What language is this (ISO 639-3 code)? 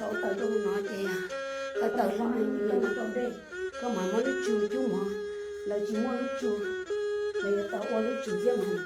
hmn